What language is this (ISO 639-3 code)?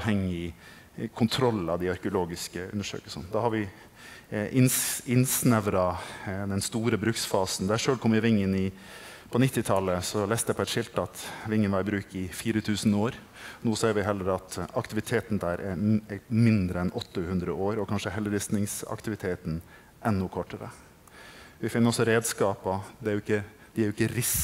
nor